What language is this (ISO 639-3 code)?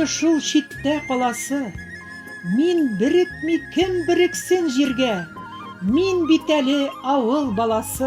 bak